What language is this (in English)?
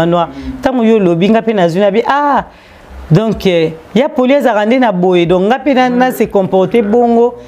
Lingala